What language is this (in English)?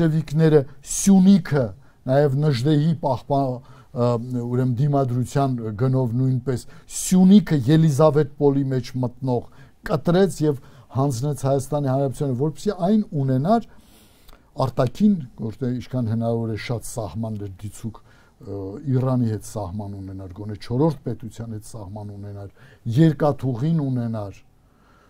Armenian